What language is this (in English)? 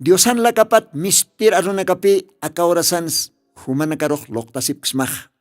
Aymara